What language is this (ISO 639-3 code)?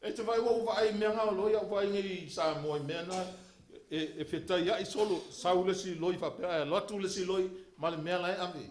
smo